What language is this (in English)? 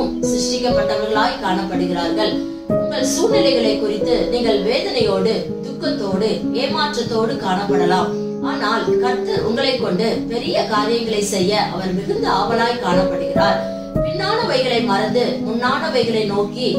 Tamil